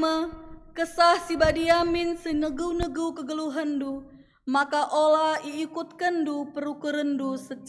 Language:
Batak Karo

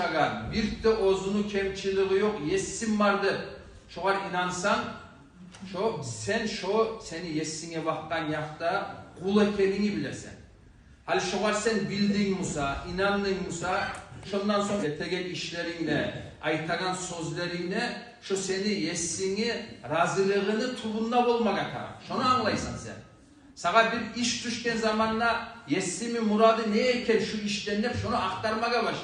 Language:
Kumyk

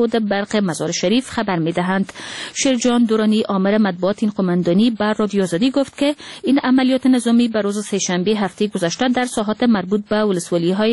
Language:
Persian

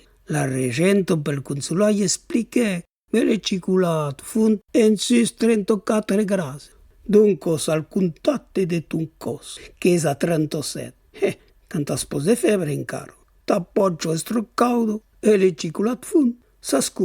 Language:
Occitan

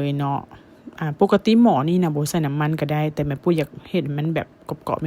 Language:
Lao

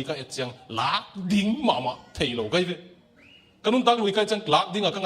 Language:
Tedim Chin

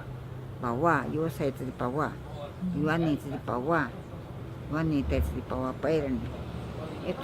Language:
Ashéninka Perené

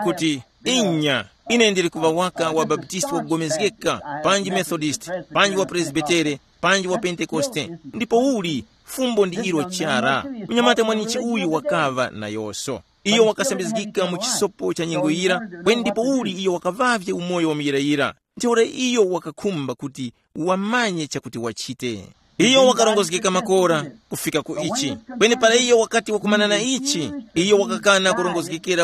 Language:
Tumbuka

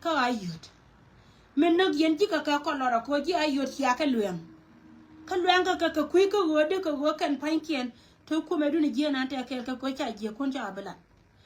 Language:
Nuer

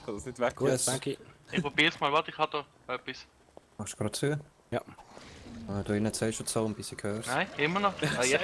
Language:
Swiss German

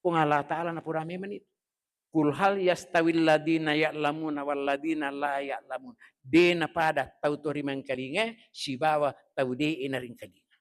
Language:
Buginese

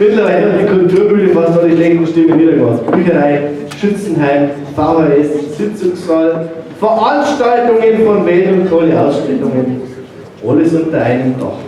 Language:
Bavarian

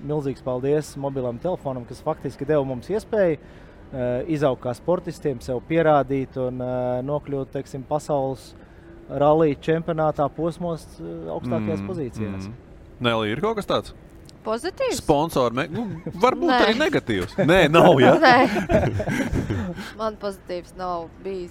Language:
Latvian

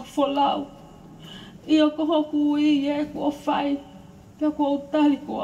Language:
Tongan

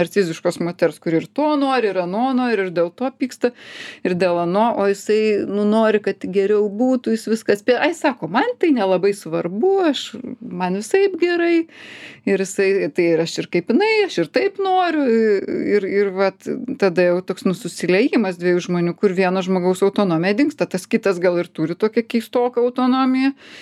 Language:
Lithuanian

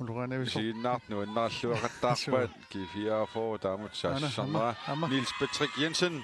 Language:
Kalaallisut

